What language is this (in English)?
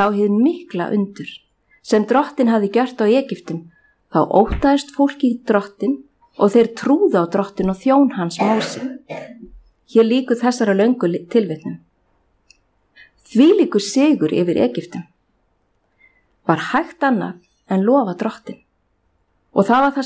Icelandic